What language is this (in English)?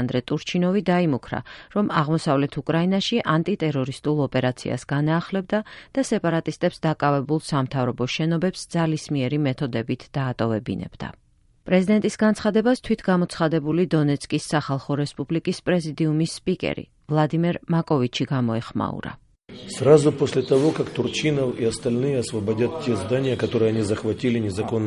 Georgian